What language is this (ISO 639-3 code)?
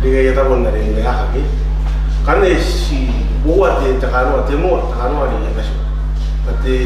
gil